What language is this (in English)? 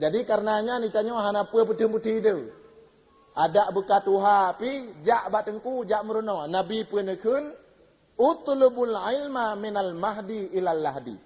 Achinese